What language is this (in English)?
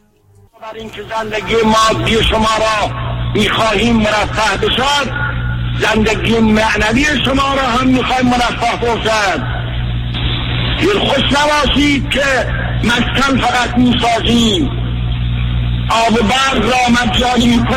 Persian